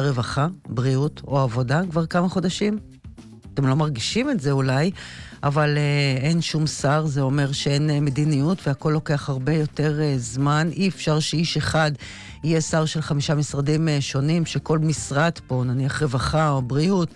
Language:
Hebrew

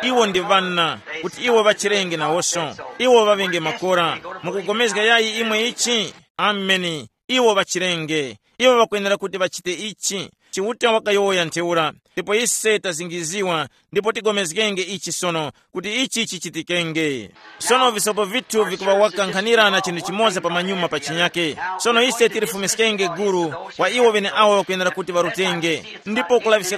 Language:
Tumbuka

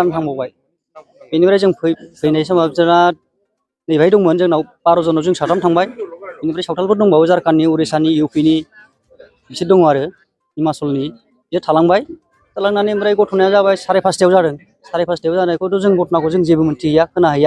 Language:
Bodo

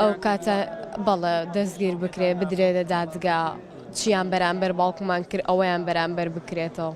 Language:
Central Kurdish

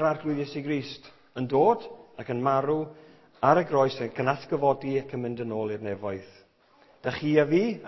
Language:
Welsh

